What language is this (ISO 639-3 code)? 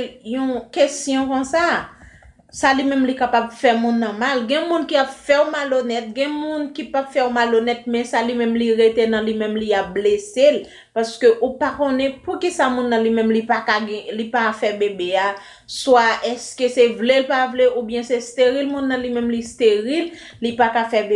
hat